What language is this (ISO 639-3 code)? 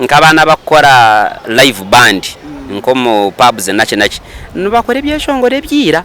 nyn